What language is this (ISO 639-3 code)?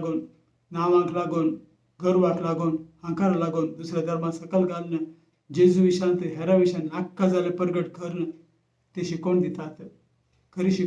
kok